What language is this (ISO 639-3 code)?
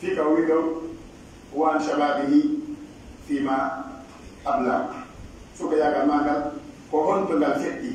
fuf